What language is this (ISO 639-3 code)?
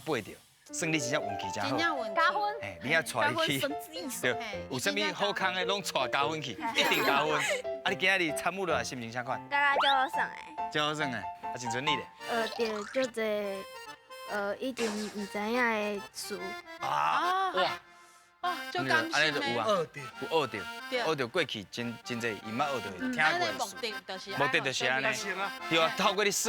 nan